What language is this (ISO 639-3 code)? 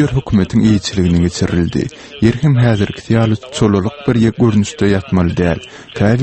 tuk